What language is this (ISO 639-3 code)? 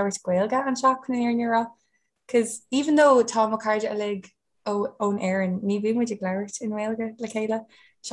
gle